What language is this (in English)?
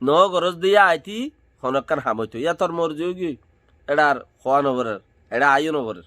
Rohingya